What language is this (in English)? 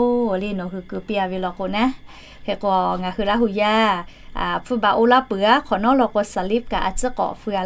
Lahu